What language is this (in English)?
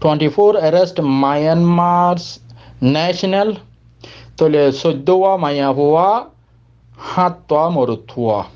Rohingya